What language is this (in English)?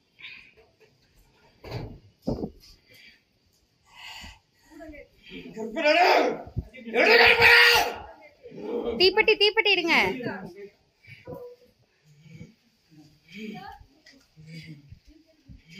Tamil